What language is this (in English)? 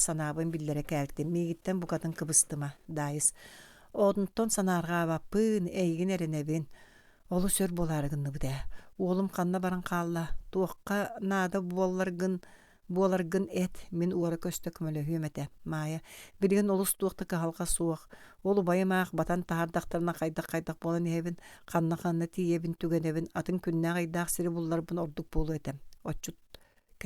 Yakut